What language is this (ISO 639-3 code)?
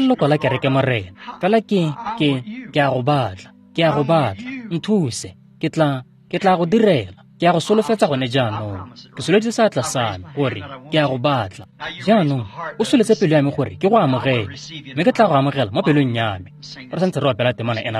tsn